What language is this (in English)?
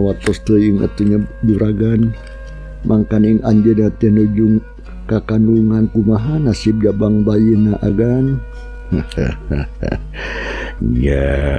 Sundanese